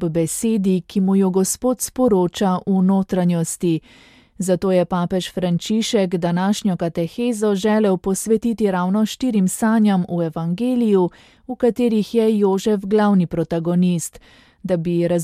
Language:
Slovenian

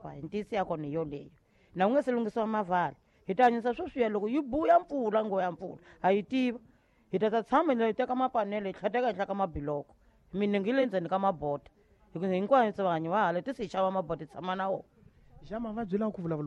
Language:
Tsonga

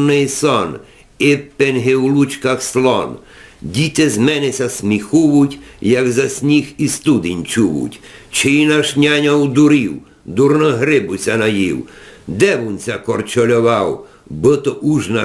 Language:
Rusyn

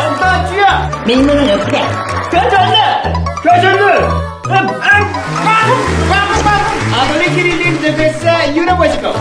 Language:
Yakut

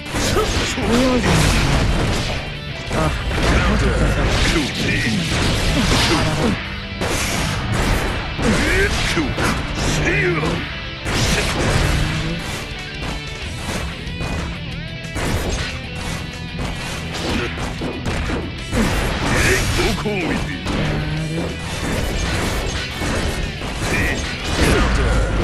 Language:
Japanese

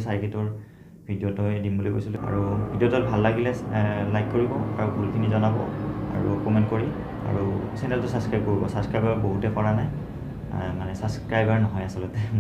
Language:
Assamese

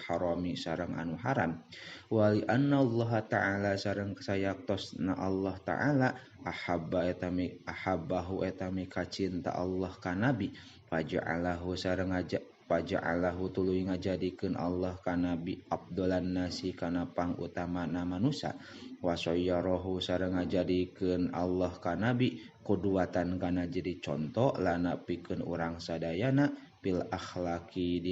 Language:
Sundanese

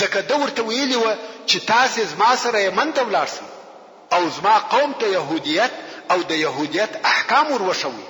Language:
Pashto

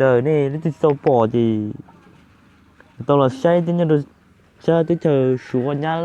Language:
Hmong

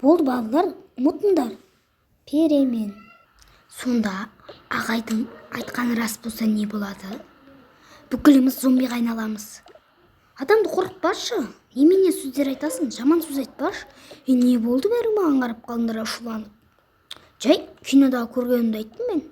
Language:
Kazakh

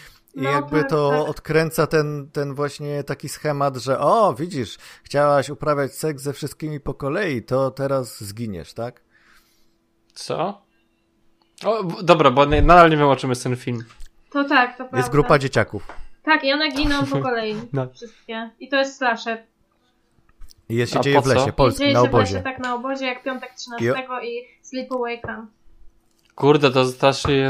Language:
Polish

